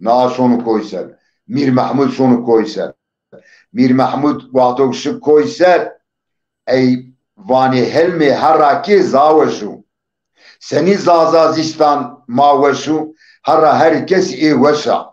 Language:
Zaza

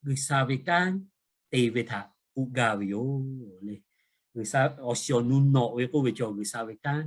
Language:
Lahu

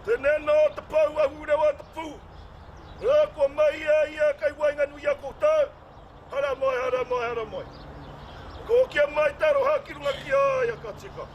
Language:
Māori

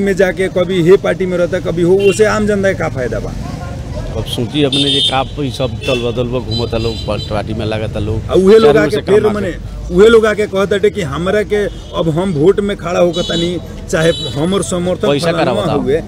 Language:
Bhojpuri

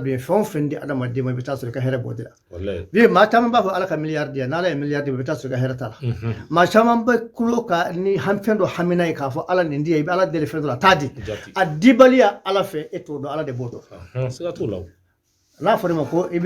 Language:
Bambara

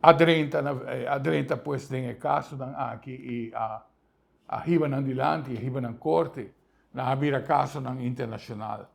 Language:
Papiamento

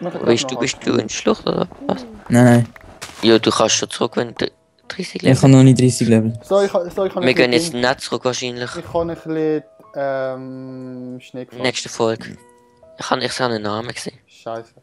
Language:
Swiss German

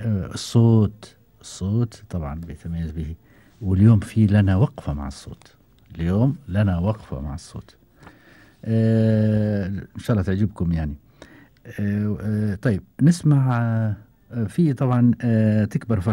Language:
Gulf Arabic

